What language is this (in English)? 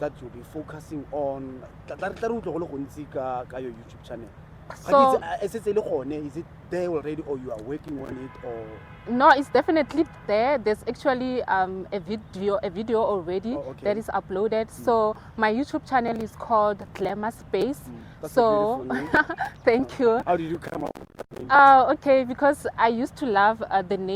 Tswana